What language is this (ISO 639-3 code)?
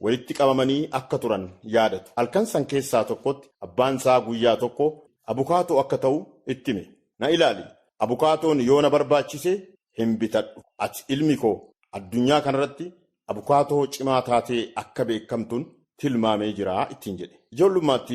orm